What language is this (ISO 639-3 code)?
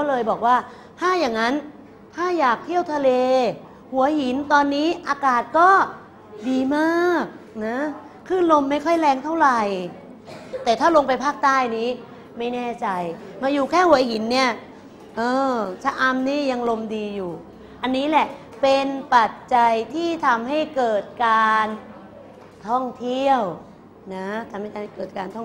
tha